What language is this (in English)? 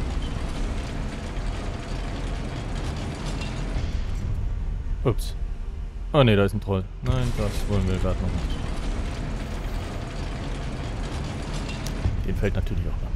German